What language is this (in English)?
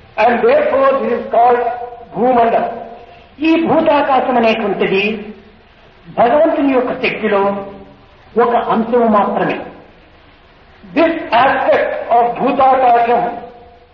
Telugu